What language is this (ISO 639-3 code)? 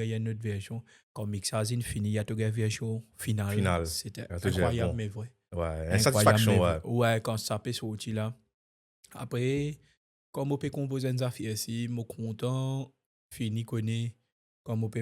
mfe